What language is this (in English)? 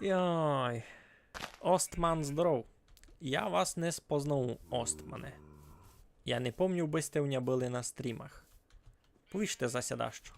Rusyn